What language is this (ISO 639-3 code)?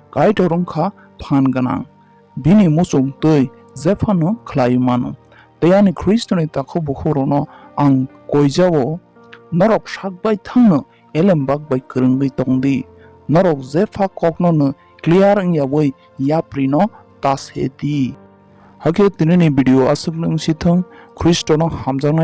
trp